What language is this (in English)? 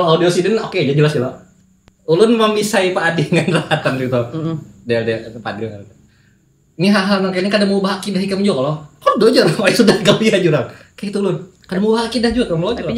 Banjar